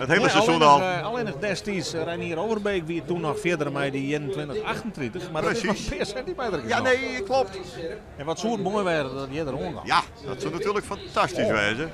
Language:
Western Frisian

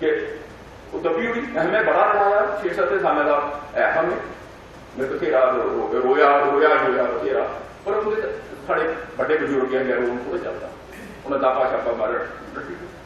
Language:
Dogri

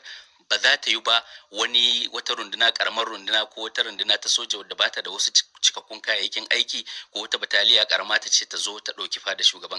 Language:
Hausa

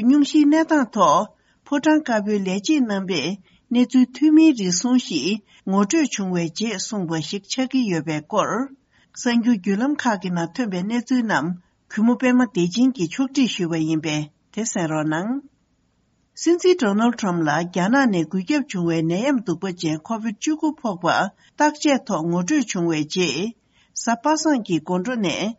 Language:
Tibetan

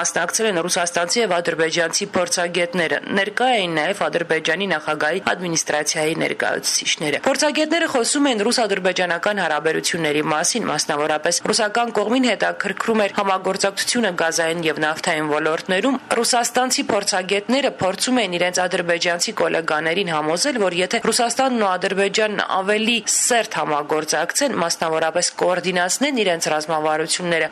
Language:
Armenian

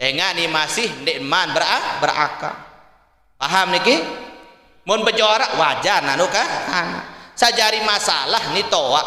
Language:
Sasak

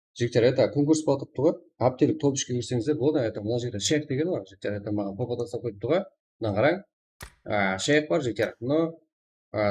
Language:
Kara-Kalpak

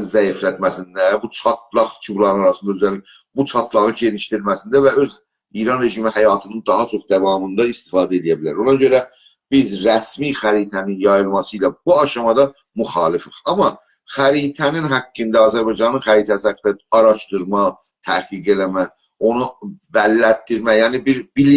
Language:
South Azerbaijani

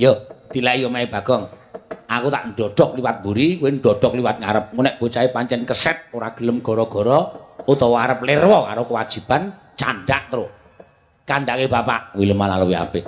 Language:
Javanese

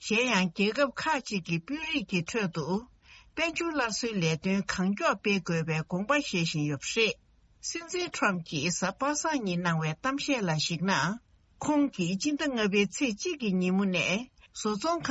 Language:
Tibetan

